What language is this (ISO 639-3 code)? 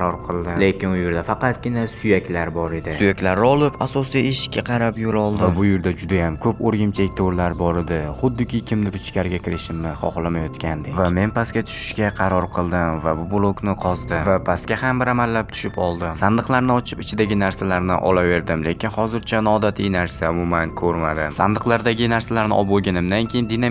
uzb